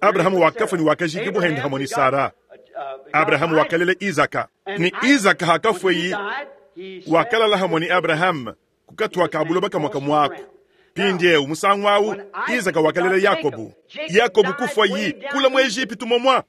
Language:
Luba-Lulua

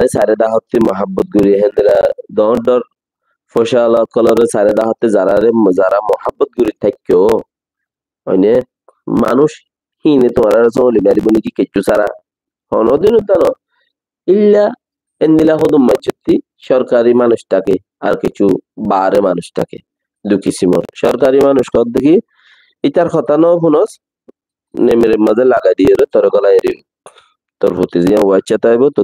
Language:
Rohingya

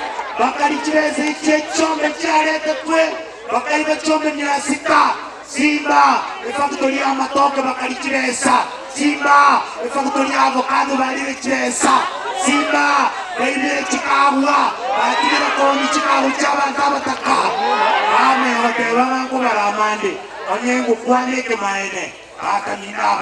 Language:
Gusii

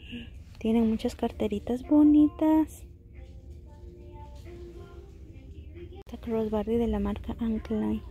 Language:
Spanish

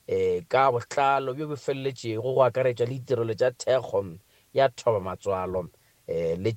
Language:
Northern Sotho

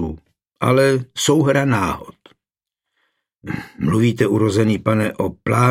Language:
Czech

